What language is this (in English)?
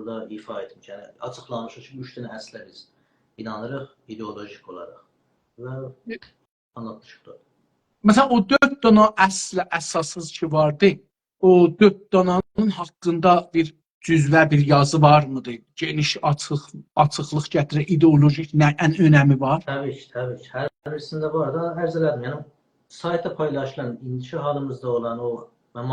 South Azerbaijani